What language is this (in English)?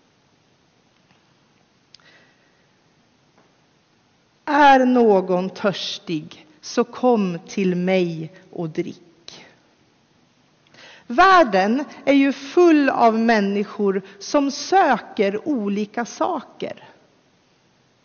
Swedish